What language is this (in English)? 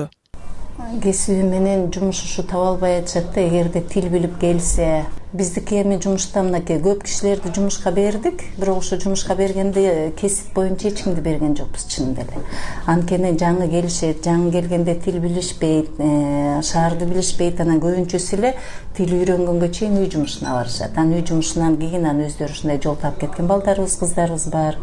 Kyrgyz